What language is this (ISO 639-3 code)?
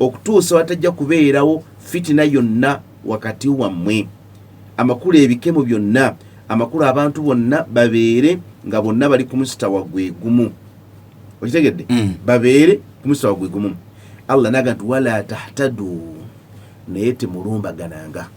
lug